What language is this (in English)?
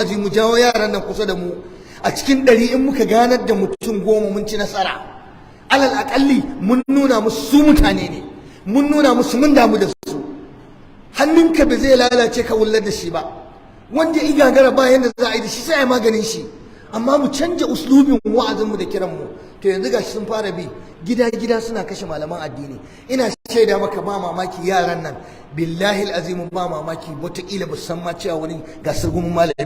Hausa